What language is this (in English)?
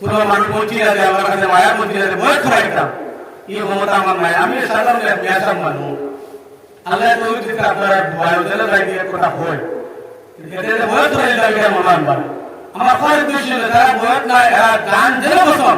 Sylheti